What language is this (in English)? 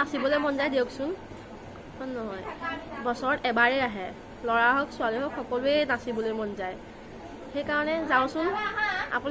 Assamese